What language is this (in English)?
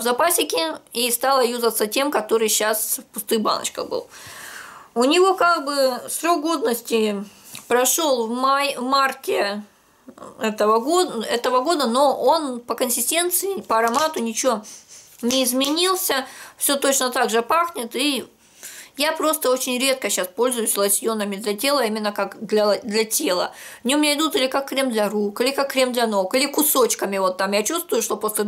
Russian